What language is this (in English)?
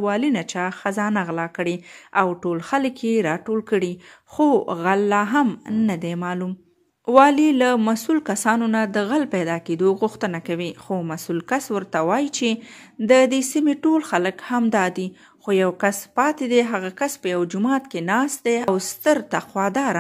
Pashto